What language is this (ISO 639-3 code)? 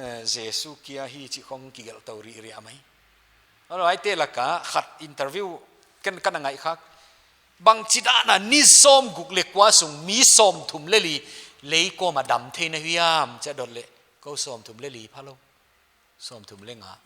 pck